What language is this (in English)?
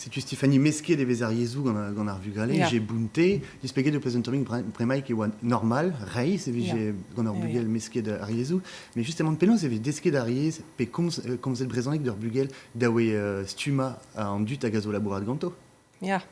Breton